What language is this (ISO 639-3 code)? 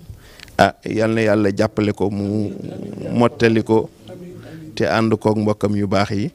wol